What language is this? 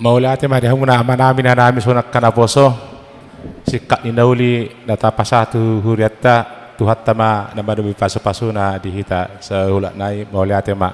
Batak Toba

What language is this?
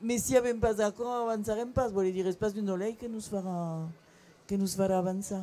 Occitan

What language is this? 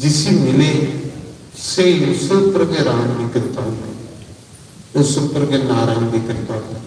Dogri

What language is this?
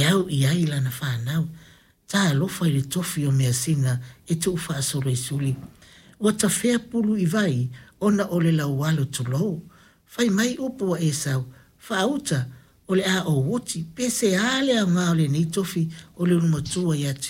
Samoan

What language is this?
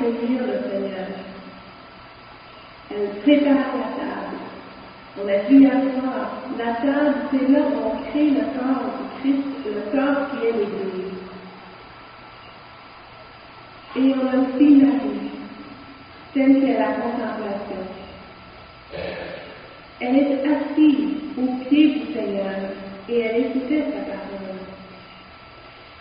French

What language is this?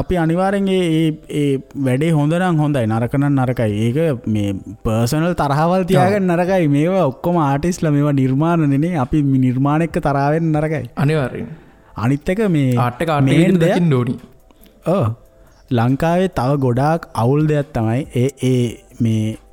Sinhala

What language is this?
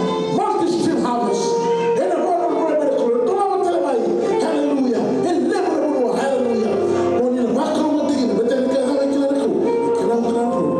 Fijian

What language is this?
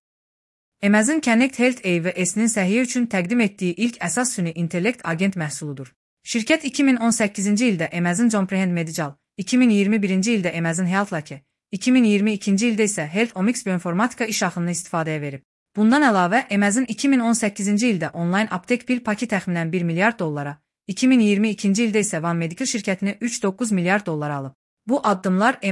Azerbaijani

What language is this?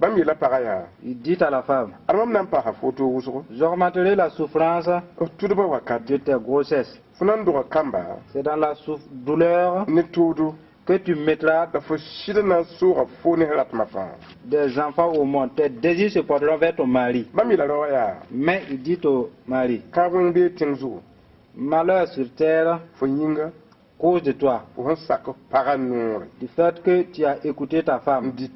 Mossi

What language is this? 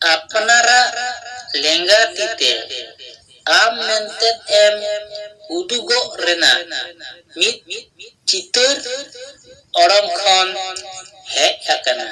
Santali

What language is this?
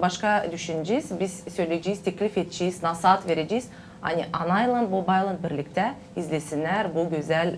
Gagauz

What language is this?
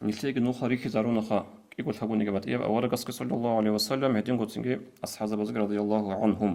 Avaric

